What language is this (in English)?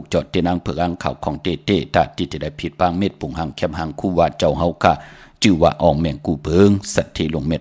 Shan